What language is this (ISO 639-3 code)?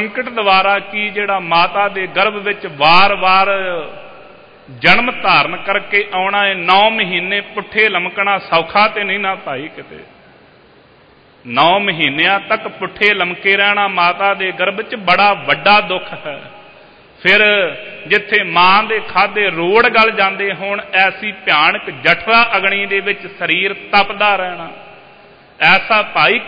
pan